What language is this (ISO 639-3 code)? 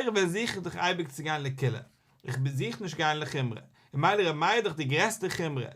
yid